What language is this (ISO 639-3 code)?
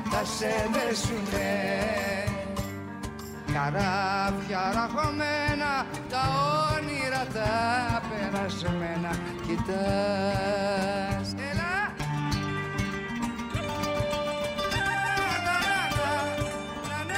ell